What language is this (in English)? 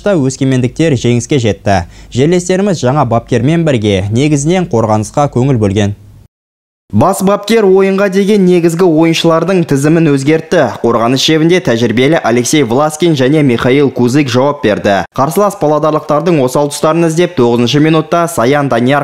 Kazakh